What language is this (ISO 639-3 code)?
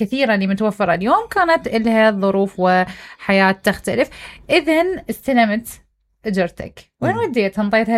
acm